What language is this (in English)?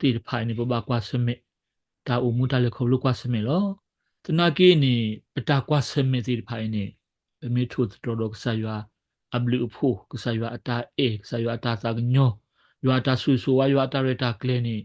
S'gaw Karen